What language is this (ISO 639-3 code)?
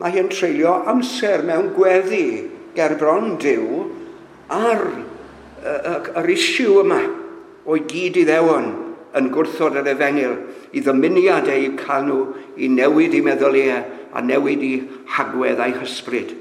cym